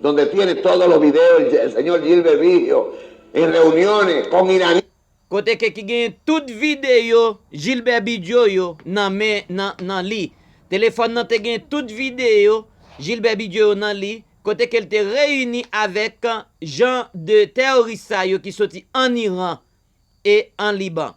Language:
Haitian Creole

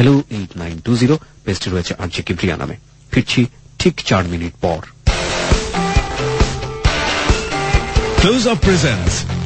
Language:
Bangla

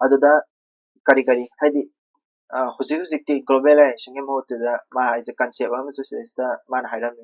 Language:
Manipuri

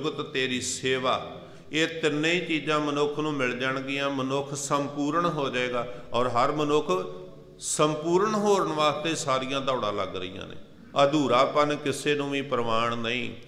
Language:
Punjabi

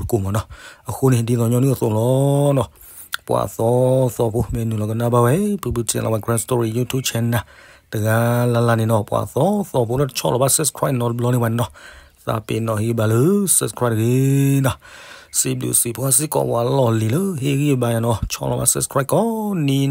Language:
S'gaw Karen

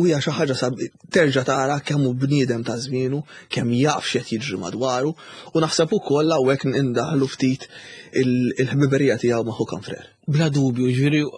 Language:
Maltese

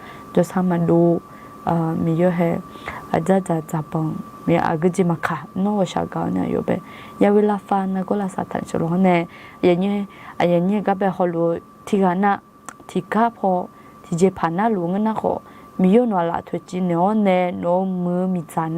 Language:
Akha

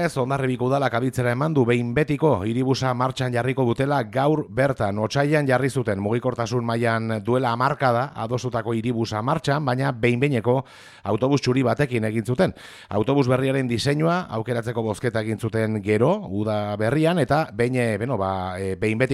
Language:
Basque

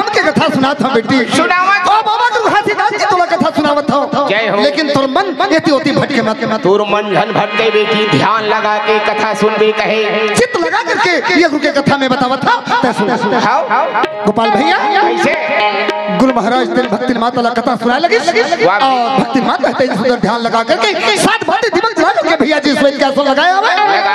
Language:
Chhattisgarhi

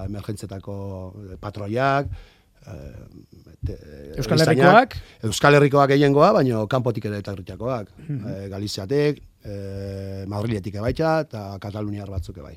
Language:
Basque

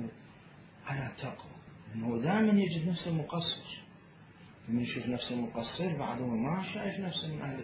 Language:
Mesopotamian Arabic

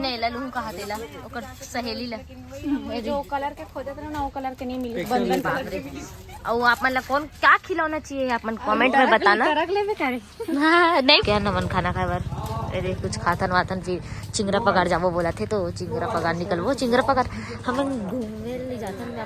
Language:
Chhattisgarhi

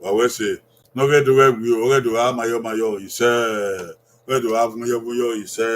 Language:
Bini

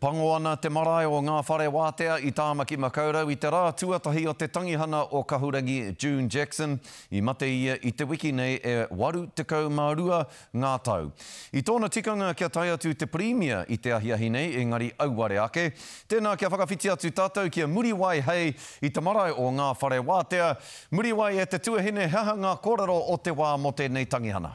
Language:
Māori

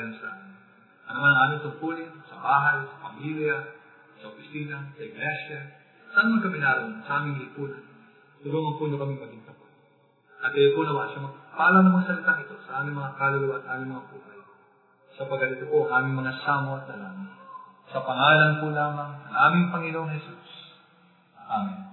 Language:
Filipino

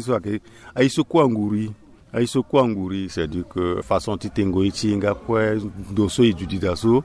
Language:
Sango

